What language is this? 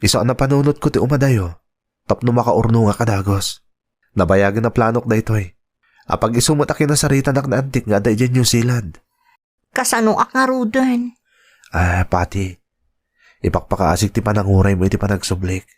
Iloko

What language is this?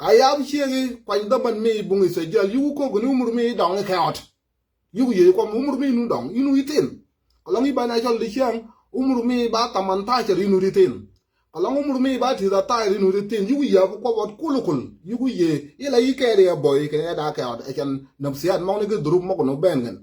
Nuer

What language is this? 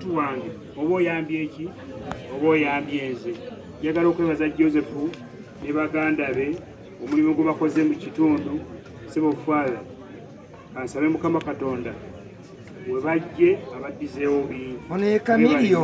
Ganda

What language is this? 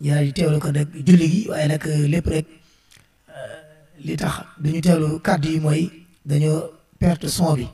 Wolof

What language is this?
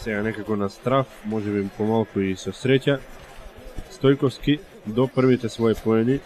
Macedonian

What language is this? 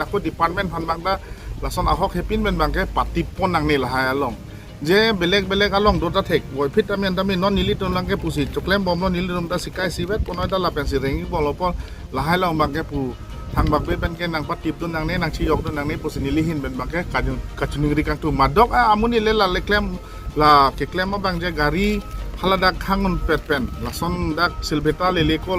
Karbi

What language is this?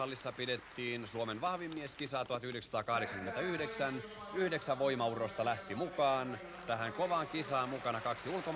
Finnish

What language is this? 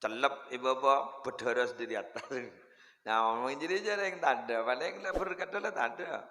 Madurese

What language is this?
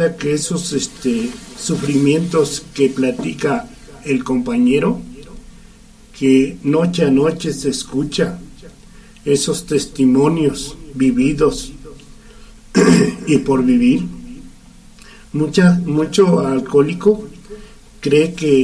Spanish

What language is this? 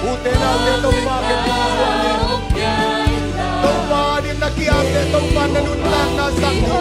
Tedim Chin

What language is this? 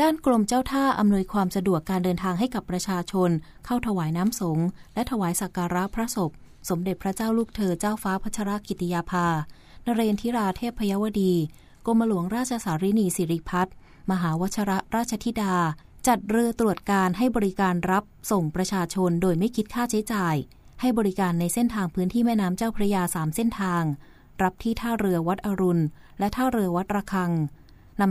Thai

